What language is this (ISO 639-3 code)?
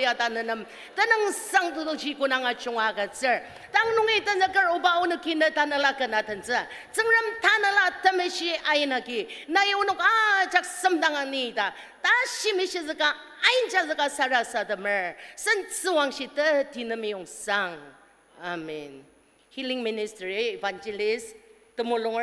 njo